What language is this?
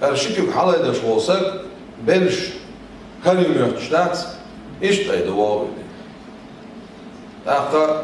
Chechen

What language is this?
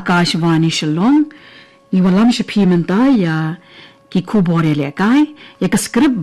Khasi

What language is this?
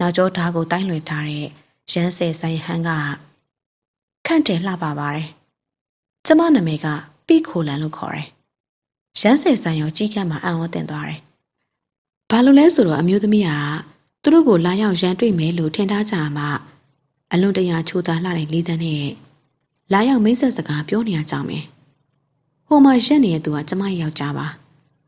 Burmese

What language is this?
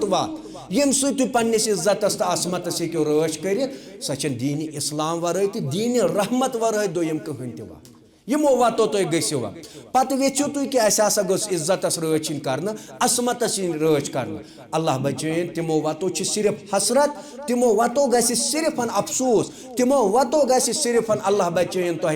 Kashmiri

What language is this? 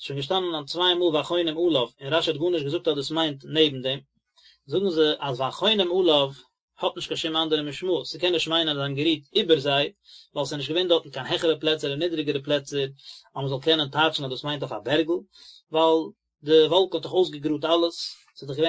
Yiddish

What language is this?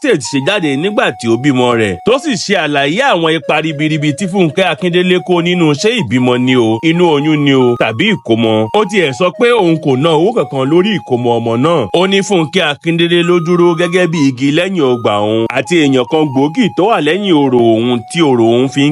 Yoruba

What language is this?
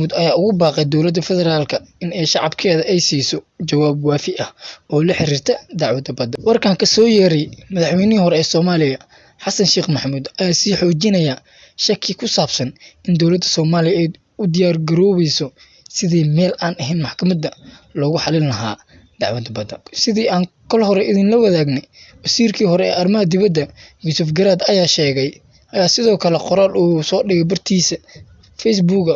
Somali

